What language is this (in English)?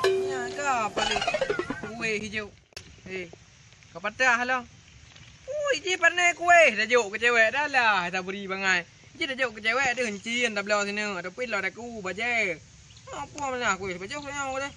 Achinese